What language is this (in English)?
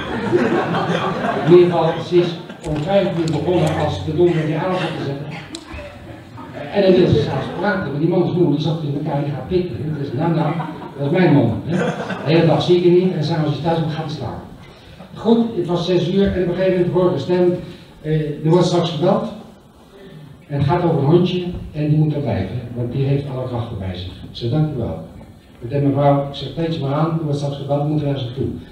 Dutch